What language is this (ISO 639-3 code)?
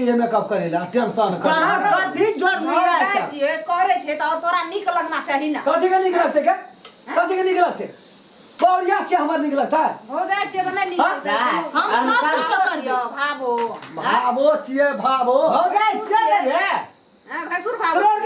mai